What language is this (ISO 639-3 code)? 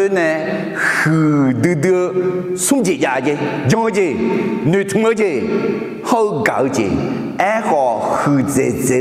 ahk